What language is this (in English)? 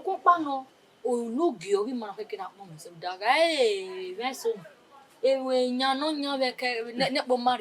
Bini